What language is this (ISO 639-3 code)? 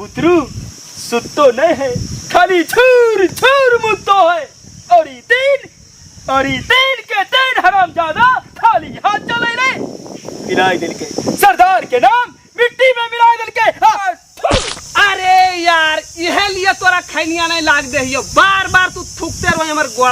mag